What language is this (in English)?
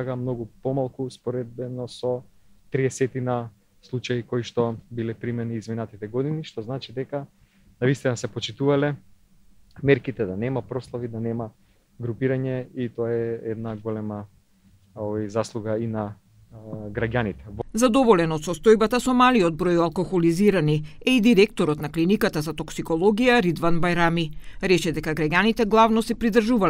Macedonian